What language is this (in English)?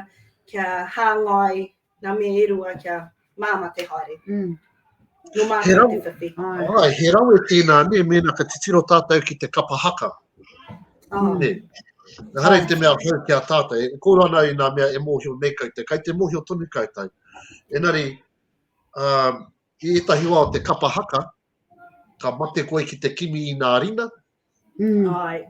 Māori